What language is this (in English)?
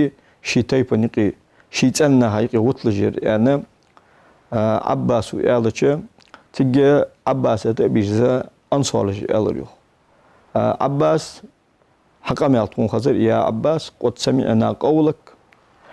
Ingush